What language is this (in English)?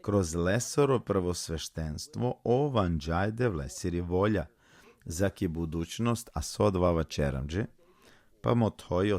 Balkan Romani